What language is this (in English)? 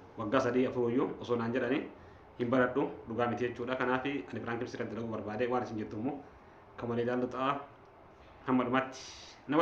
Oromo